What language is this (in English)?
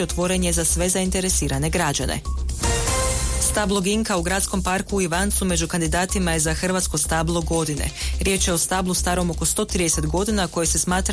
Croatian